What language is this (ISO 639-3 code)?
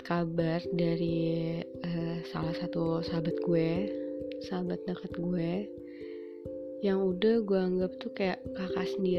ind